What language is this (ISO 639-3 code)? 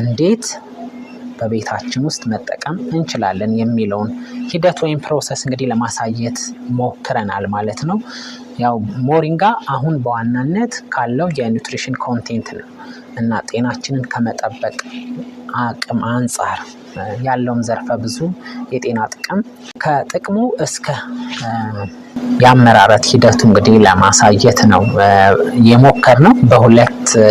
amh